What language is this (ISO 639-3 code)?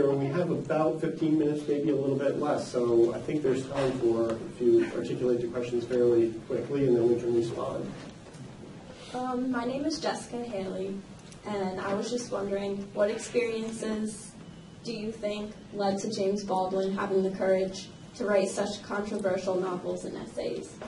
eng